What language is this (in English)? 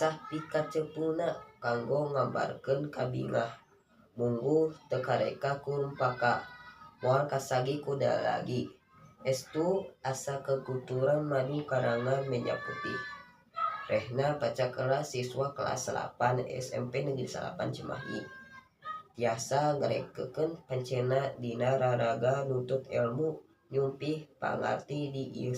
Sundanese